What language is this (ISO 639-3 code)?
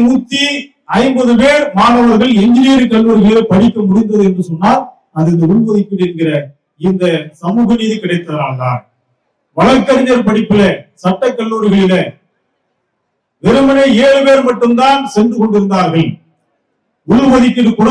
tam